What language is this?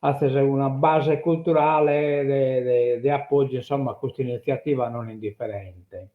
Sardinian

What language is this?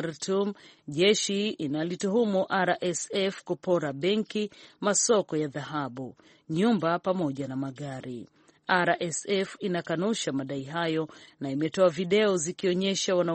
Swahili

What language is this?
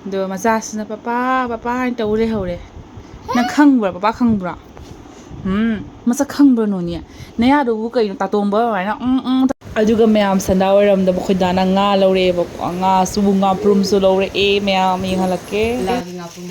Manipuri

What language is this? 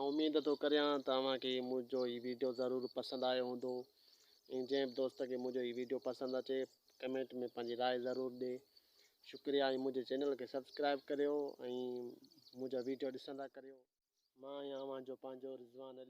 Sindhi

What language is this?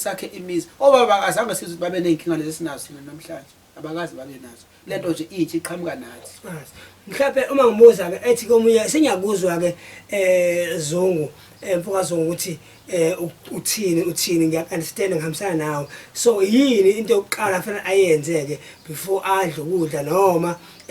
Zulu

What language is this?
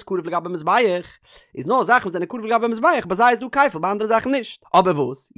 Yiddish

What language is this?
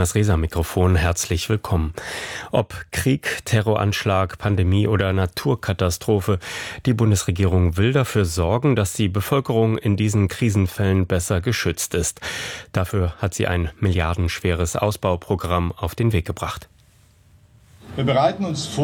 German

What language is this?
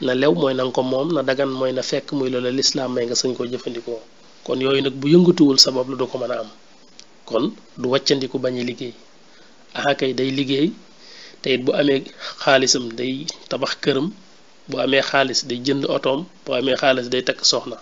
Wolof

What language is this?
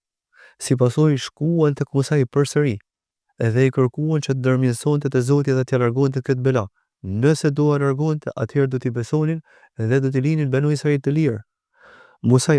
Albanian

